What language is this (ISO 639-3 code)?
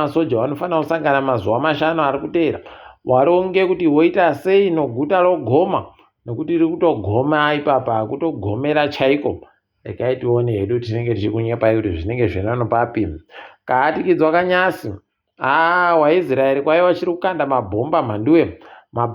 ndc